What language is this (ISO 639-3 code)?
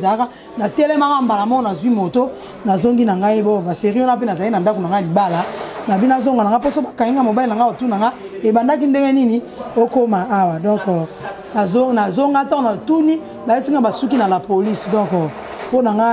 lin